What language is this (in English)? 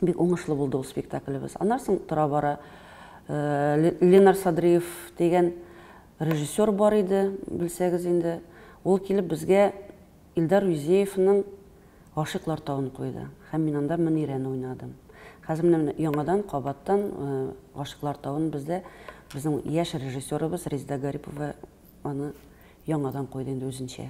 Tatar